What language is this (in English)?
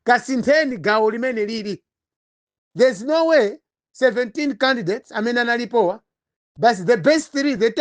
Nyanja